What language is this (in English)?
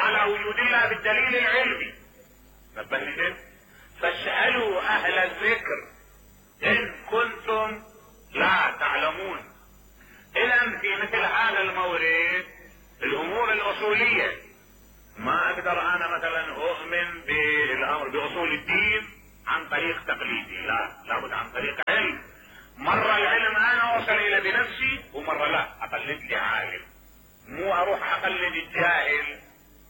Mesopotamian Arabic